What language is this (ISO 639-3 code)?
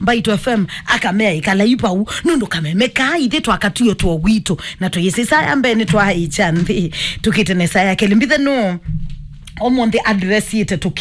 kam